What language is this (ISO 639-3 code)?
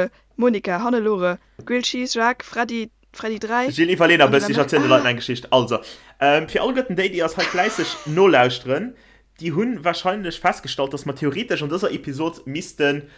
ltz